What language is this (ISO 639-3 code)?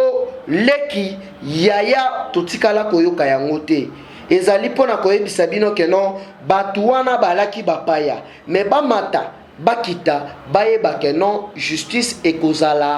lin